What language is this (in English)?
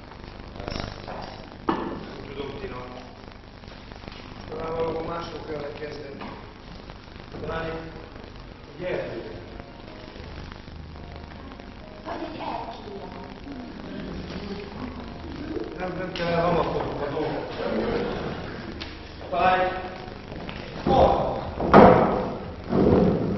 Hungarian